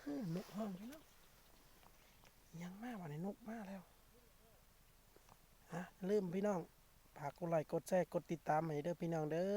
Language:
Lao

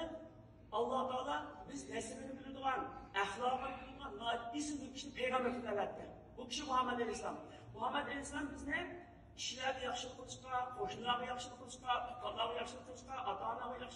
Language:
Uyghur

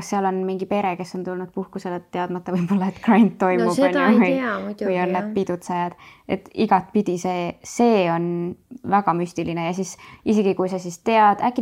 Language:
Estonian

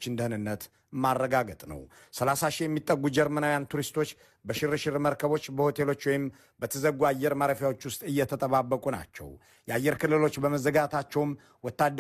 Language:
Amharic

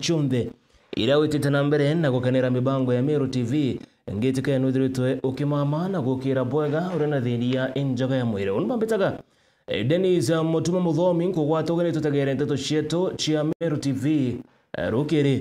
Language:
Meru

